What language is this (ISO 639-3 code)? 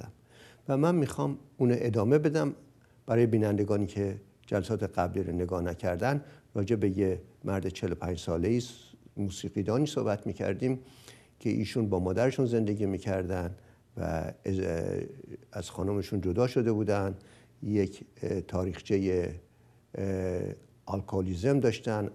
fas